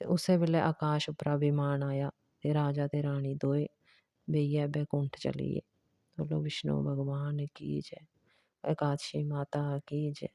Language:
Dogri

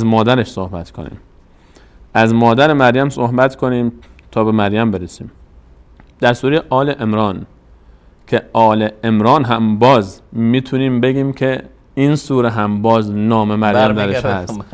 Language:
Persian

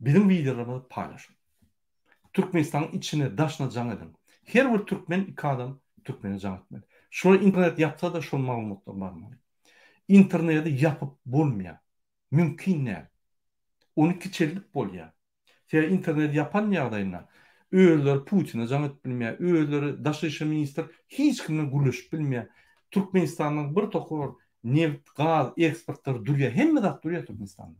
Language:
Turkmen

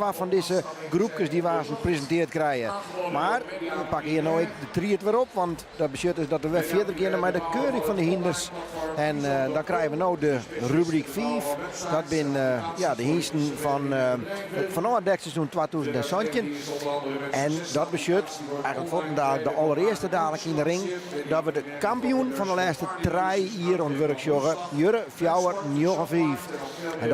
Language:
Western Frisian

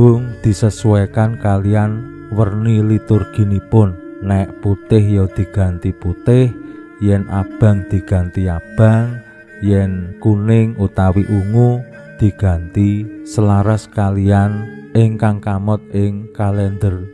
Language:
Javanese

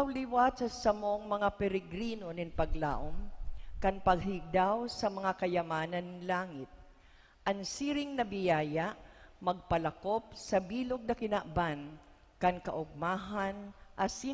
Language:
Bikol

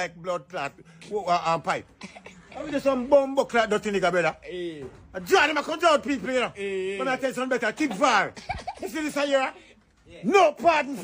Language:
Jamaican Creole English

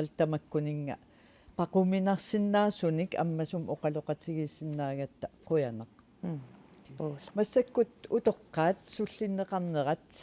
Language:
Kalaallisut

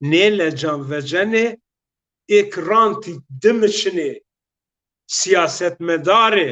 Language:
Zaza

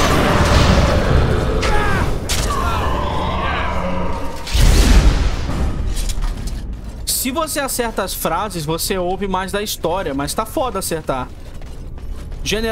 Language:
Portuguese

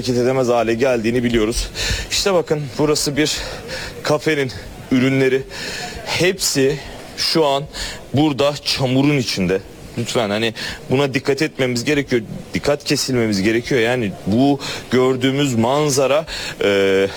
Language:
Turkish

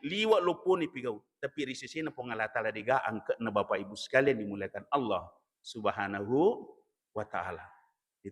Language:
Buginese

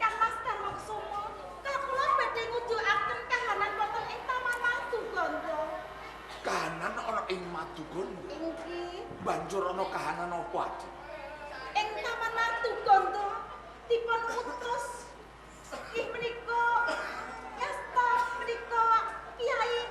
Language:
Javanese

